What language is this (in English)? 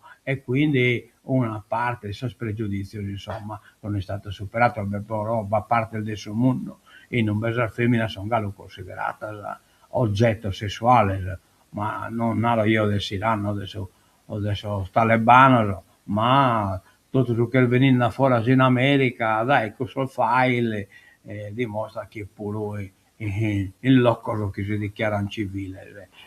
Sardinian